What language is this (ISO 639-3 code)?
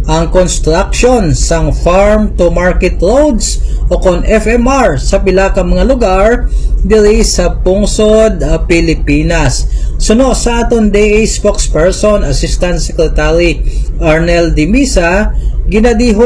hil